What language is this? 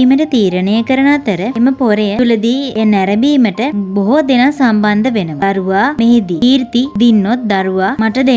Sinhala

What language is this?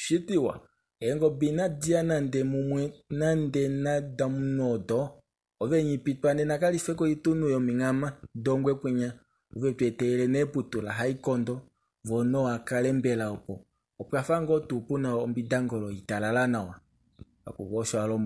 Kuanyama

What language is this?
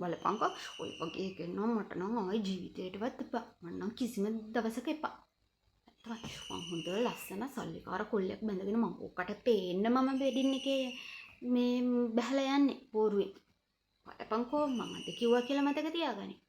Sinhala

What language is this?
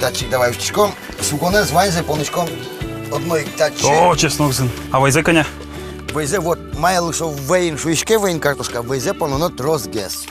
Udmurt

